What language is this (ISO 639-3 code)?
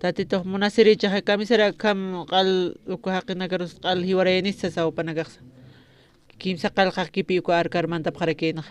aym